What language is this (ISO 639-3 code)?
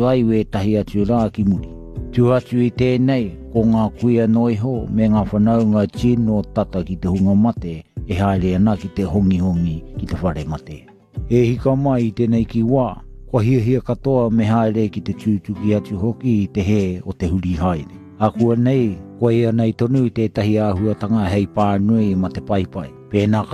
mri